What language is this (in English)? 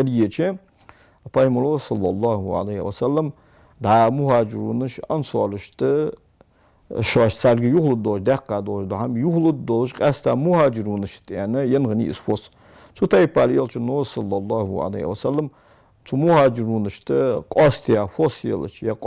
Ingush